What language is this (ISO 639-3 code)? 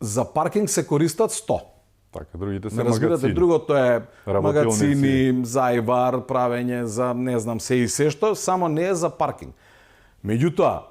mkd